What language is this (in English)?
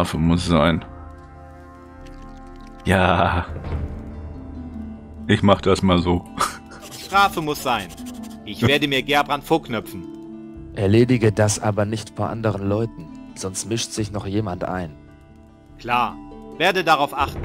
German